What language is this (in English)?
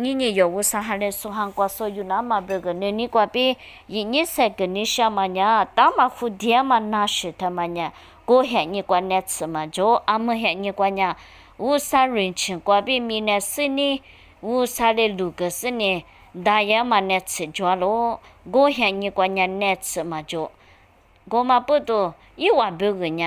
Lisu